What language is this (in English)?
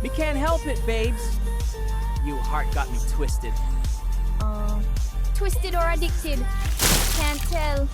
Jamaican Creole English